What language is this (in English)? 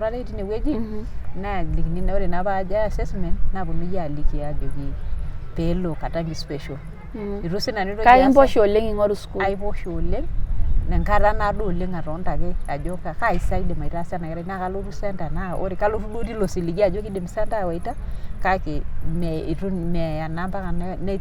Masai